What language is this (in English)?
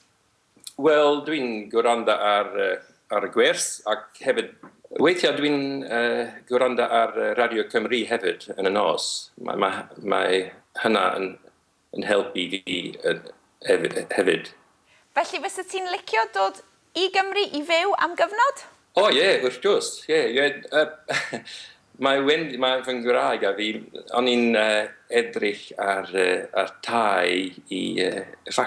Welsh